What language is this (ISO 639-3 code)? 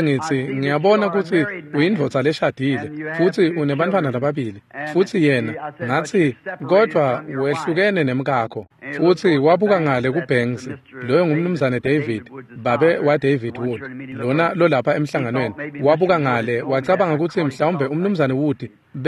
ssw